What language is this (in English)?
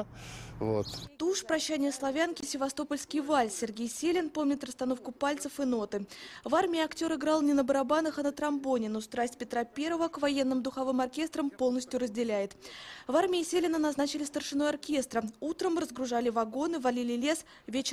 Russian